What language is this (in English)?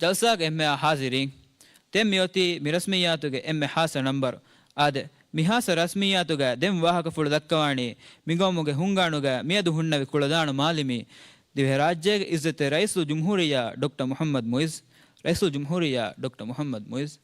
Divehi